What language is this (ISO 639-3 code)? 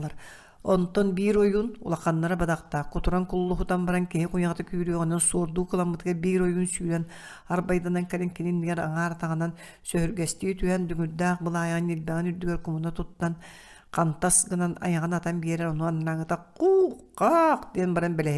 sah